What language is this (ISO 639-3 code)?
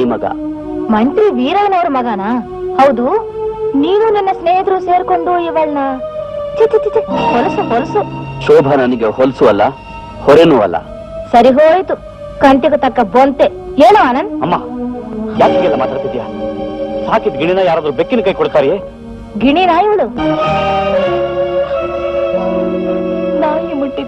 kan